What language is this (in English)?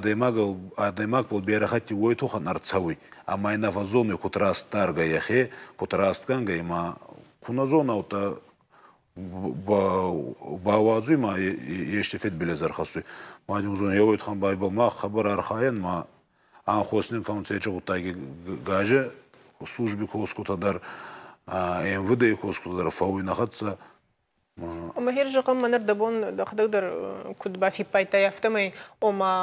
Ossetic